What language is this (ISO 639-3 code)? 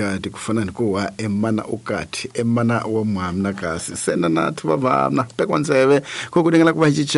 tso